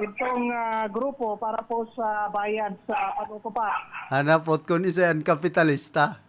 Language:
Bikol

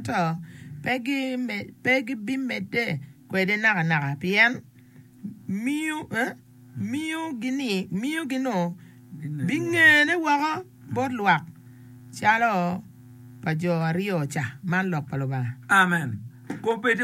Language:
Acoli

